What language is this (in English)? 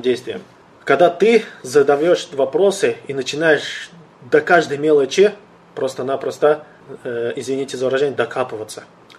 Russian